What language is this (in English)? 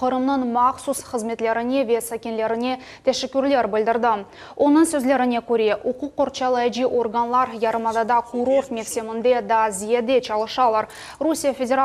Crimean Tatar